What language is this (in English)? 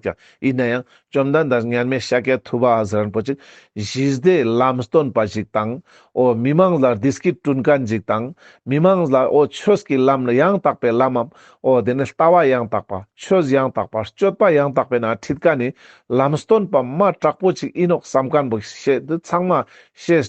Ladakhi